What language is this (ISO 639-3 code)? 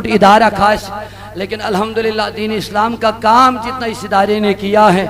kas